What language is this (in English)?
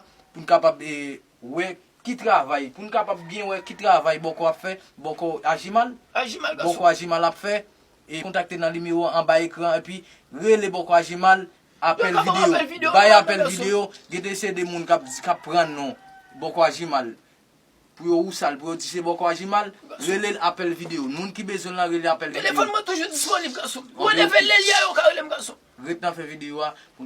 Haitian Creole